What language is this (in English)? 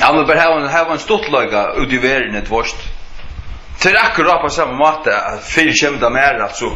Faroese